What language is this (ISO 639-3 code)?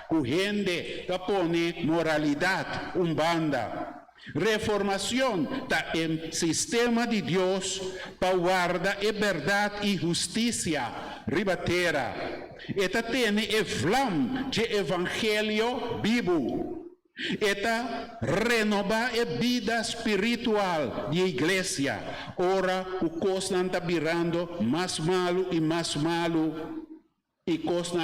pap